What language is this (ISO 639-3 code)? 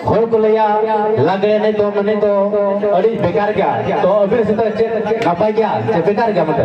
sat